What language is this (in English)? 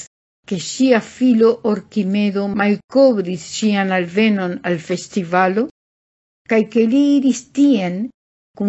Esperanto